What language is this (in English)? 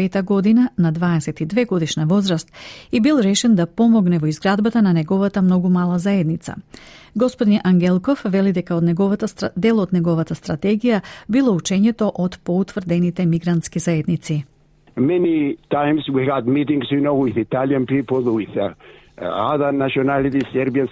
Macedonian